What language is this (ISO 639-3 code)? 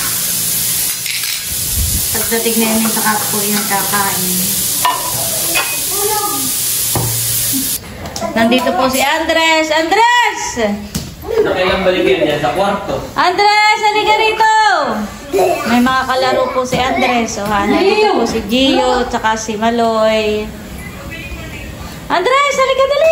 fil